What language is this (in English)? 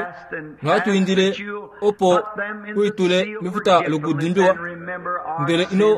Kuanyama